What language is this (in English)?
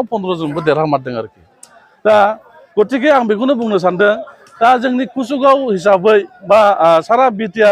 Bodo